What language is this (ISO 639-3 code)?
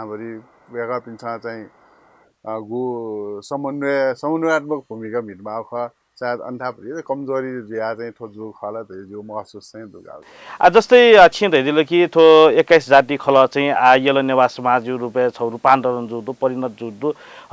new